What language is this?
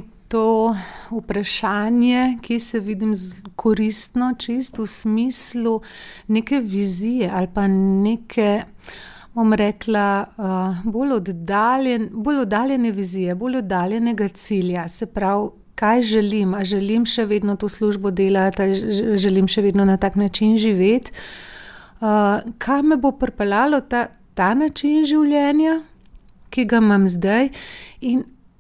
Slovenian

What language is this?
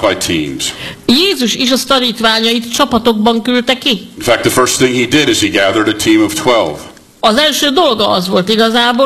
Hungarian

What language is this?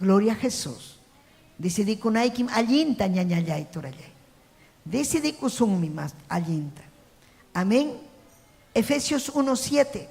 Ayacucho Quechua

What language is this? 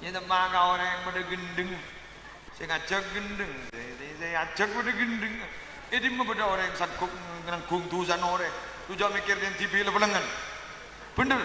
Madurese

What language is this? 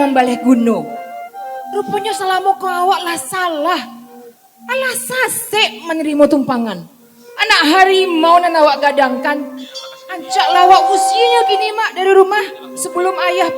Minangkabau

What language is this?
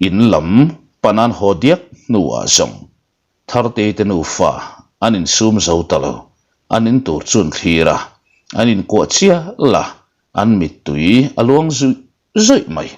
Mizo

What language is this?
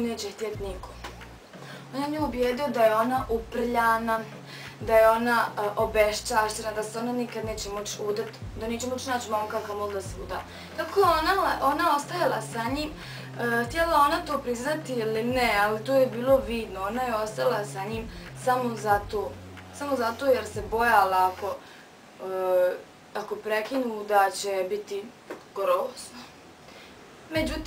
Bosnian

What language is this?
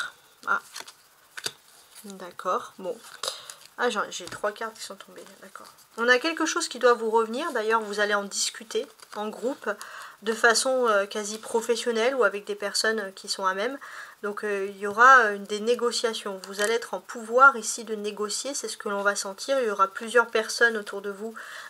French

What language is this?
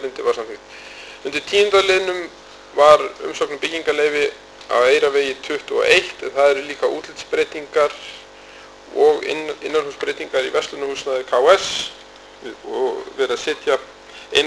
Icelandic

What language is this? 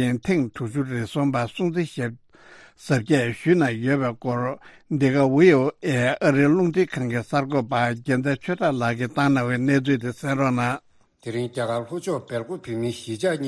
Tibetan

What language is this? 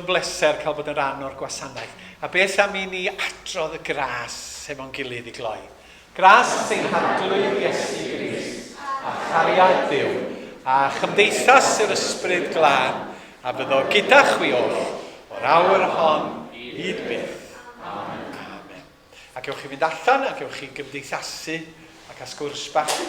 Welsh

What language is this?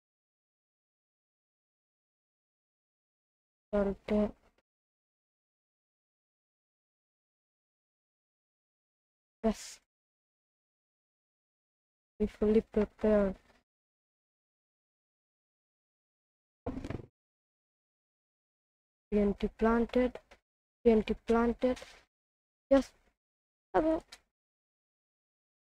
Hindi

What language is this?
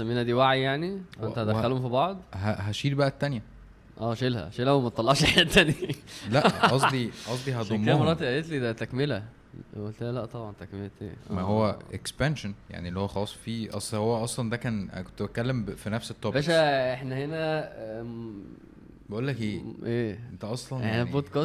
Egyptian Arabic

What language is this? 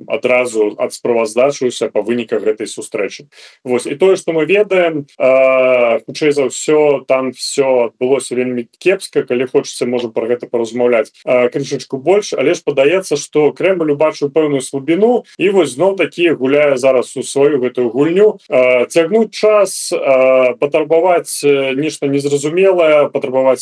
Belarusian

